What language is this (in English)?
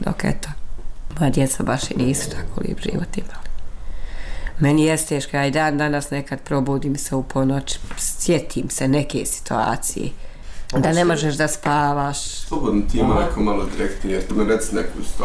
Bosnian